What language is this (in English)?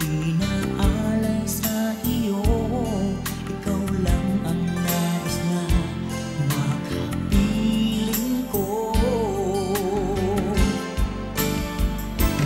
Filipino